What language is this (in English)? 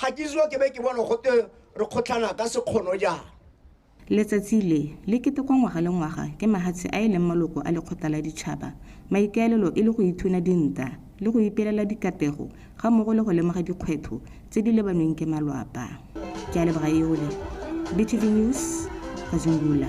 Tswana